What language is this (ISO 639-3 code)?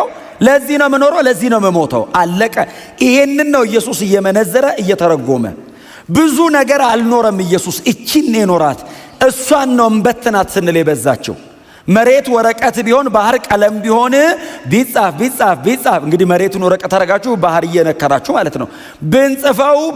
amh